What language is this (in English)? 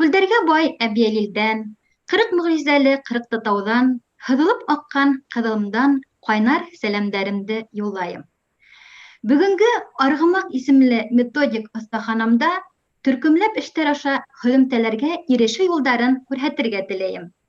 Bashkir